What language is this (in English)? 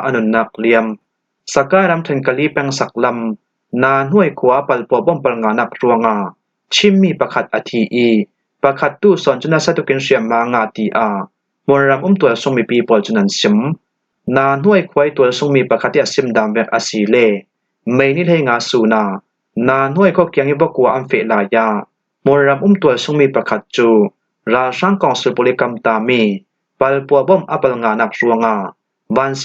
Falam Chin